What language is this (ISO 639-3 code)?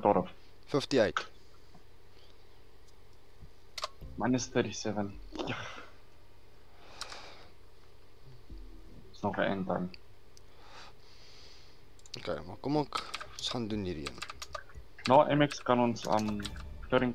afr